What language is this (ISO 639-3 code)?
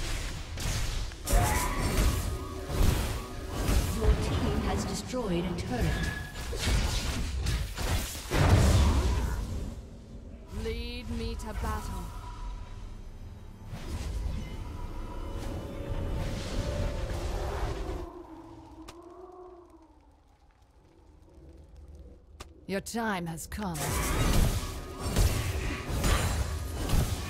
eng